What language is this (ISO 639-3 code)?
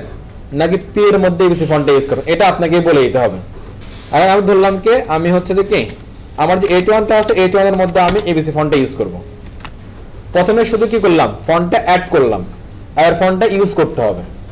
ben